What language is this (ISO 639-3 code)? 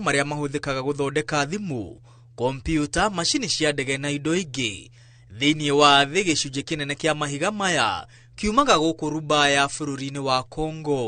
kik